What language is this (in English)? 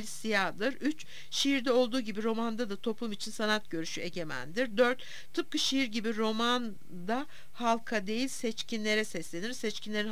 Turkish